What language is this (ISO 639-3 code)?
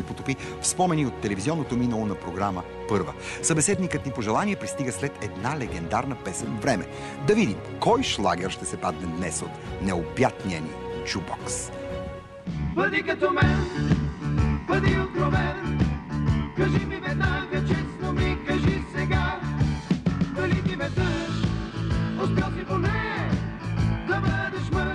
bul